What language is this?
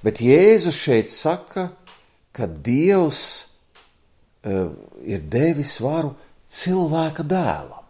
Latvian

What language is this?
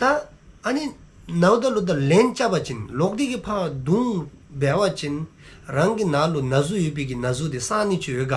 Dzongkha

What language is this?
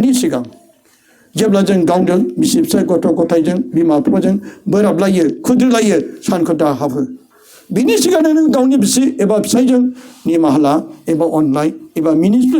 Bodo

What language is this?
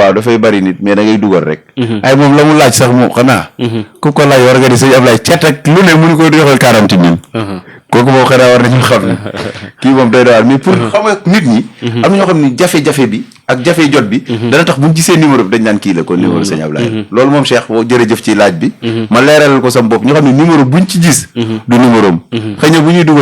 Wolof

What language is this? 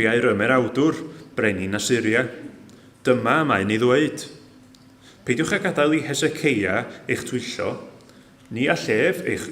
Welsh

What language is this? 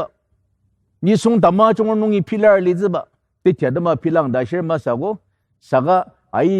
Ao Naga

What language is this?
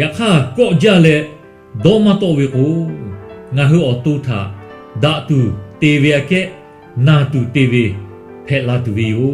Lahu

